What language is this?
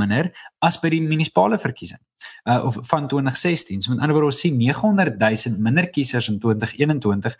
Afrikaans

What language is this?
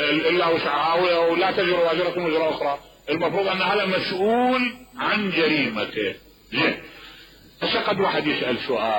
Mesopotamian Arabic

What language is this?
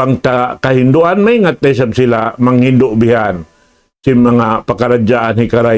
Tausug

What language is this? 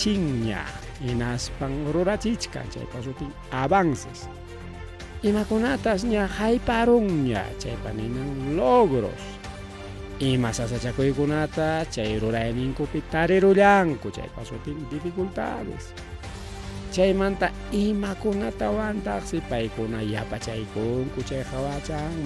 Ayacucho Quechua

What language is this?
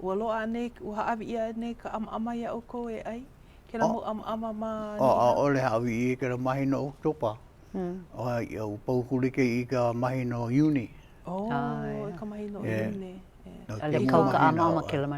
Hawaiian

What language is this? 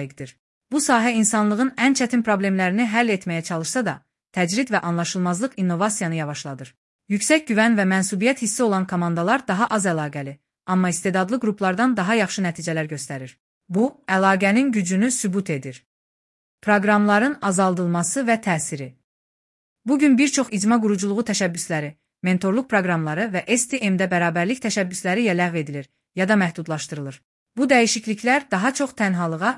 Azerbaijani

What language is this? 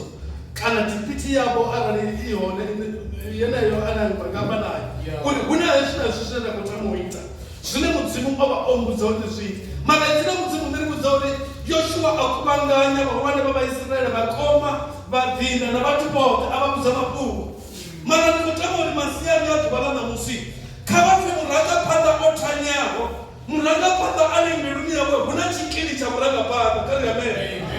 Venda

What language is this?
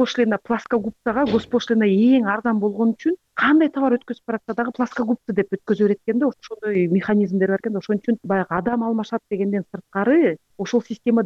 Kyrgyz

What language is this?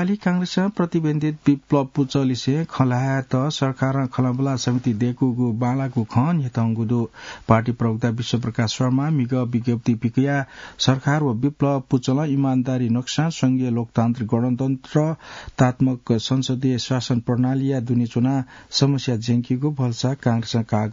Newari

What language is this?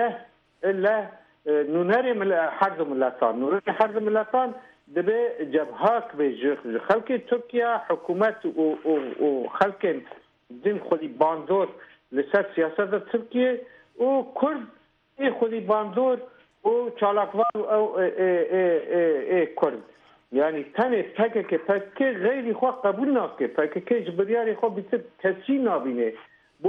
Kurdish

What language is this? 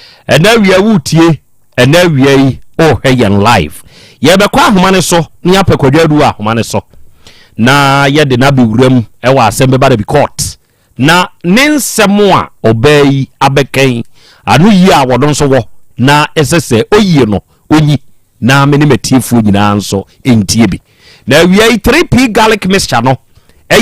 Akan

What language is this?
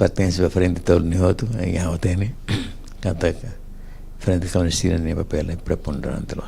Tetum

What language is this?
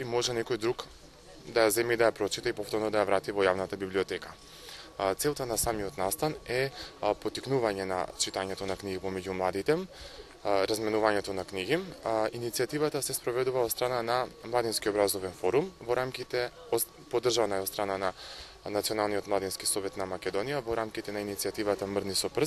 Macedonian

